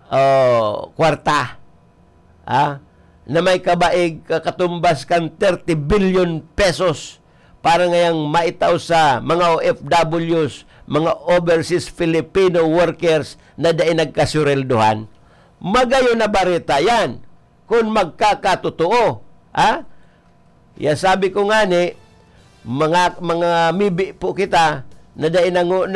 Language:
Bikol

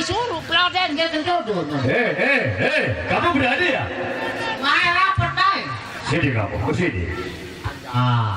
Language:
Sasak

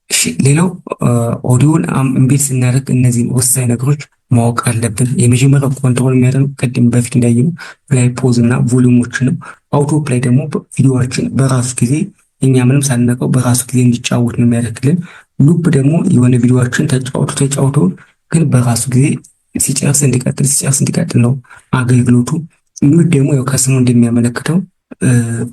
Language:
Amharic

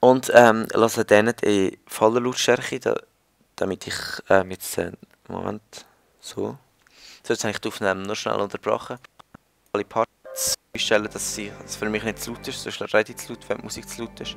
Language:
Swiss German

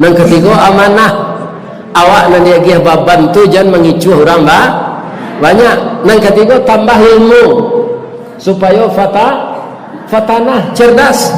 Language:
Minangkabau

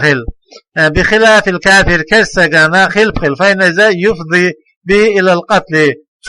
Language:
Chechen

